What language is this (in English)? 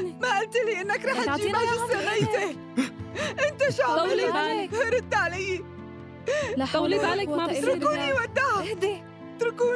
North Levantine Arabic